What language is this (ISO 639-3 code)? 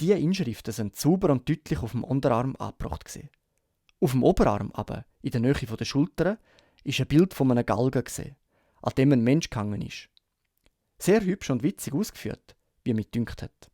gsw